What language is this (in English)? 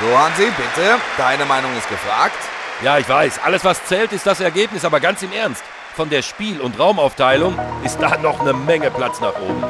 Bavarian